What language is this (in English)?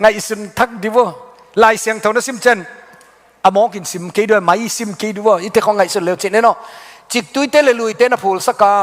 Tedim Chin